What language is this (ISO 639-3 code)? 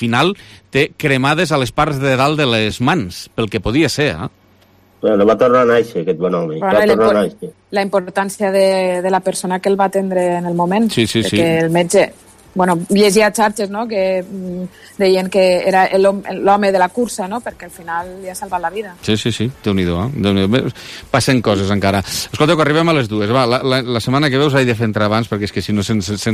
cat